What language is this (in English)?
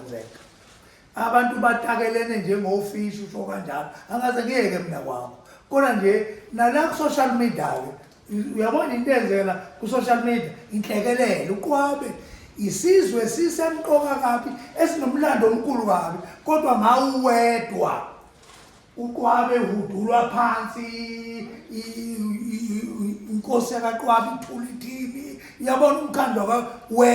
Zulu